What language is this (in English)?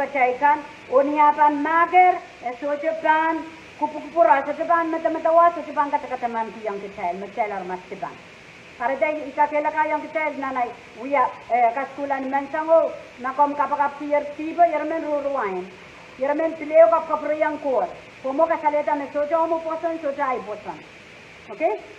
Pohnpeian